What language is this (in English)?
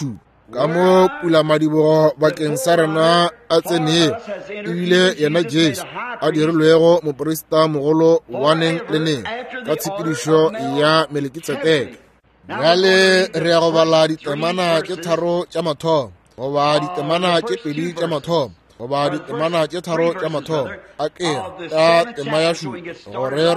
Northern Sotho